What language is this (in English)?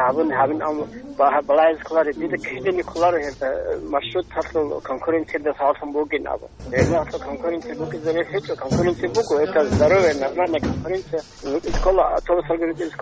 Avaric